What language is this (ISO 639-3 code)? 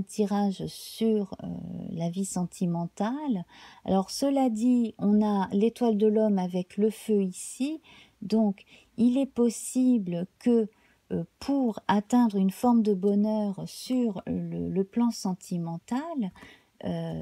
fra